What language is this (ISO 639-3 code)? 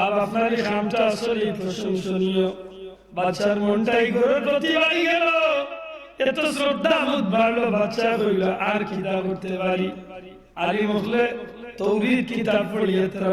syl